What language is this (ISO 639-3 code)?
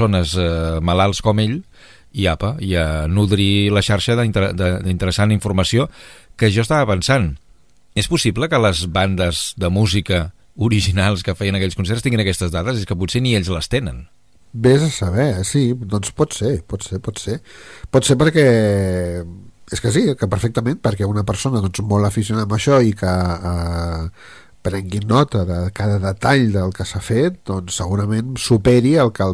cat